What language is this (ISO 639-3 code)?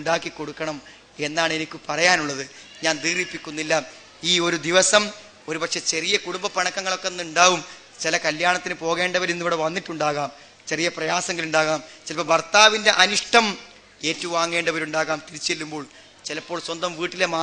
mal